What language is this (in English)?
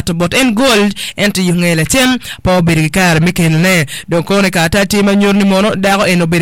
Acoli